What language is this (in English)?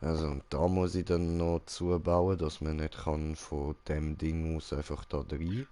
Swiss German